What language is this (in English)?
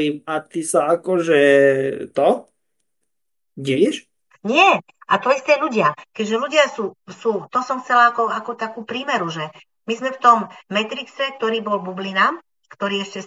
Slovak